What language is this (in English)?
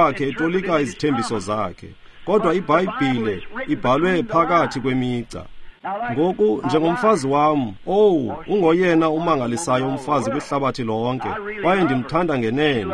Xhosa